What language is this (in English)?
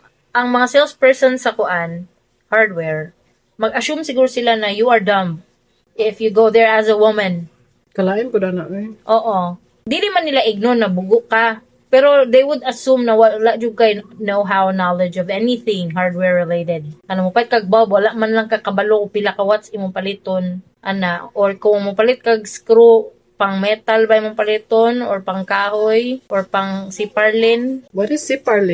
Cebuano